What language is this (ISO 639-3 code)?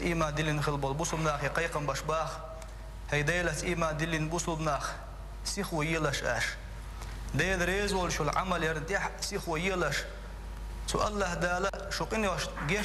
che